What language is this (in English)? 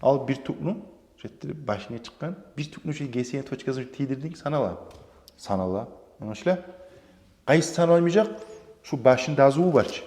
Kumyk